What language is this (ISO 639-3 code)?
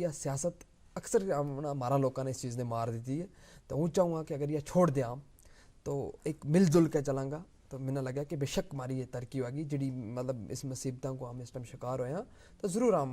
gju